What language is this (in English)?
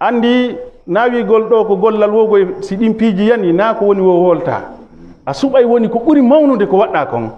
Fula